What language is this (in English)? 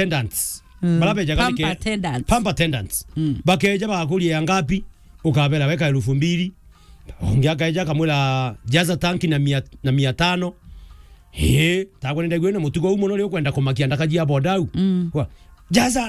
Meru